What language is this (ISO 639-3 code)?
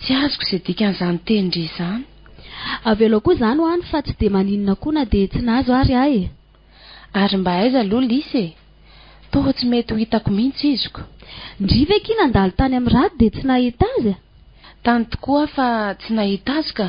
mlg